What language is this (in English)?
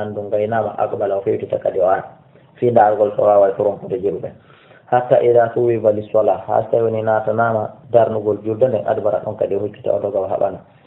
Fula